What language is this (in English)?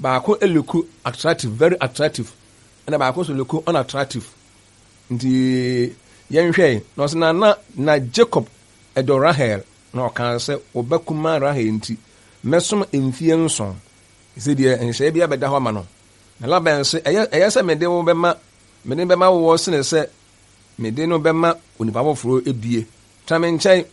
Akan